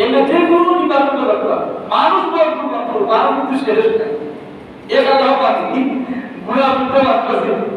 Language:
Sylheti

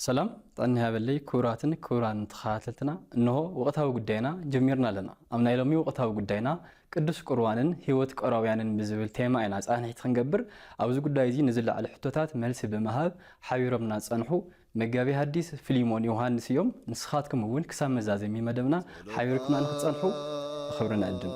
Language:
Tigrinya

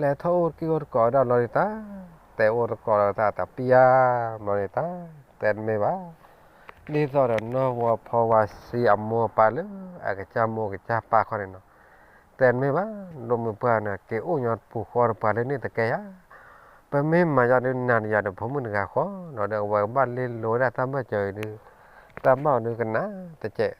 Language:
S'gaw Karen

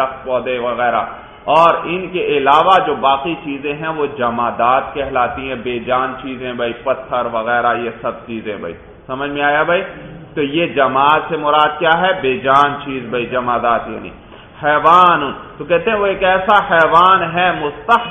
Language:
Urdu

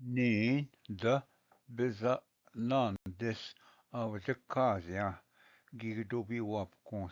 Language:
Ojibwa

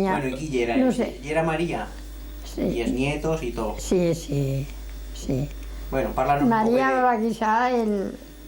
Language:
Aragonese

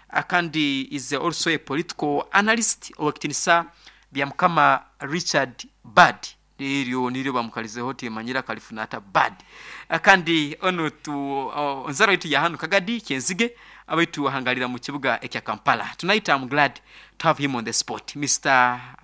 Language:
Nyoro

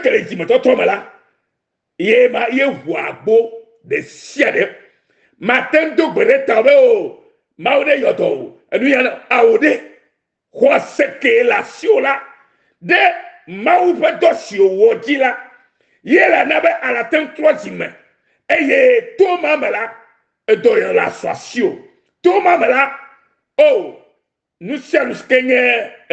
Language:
Ewe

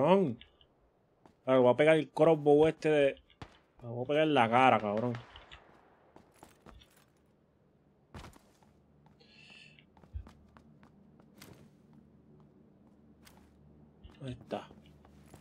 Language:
Spanish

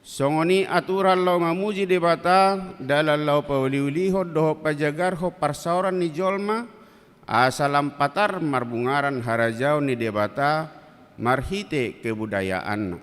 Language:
Batak Toba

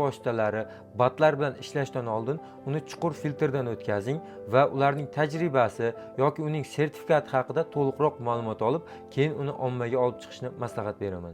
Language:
Uzbek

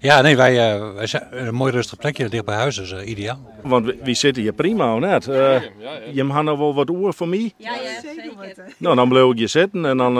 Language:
Western Frisian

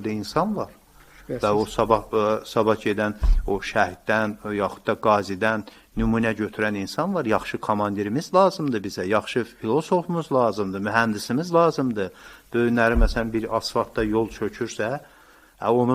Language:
Azerbaijani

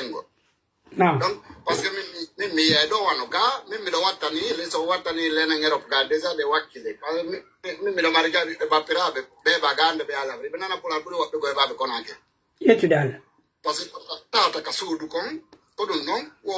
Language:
Pular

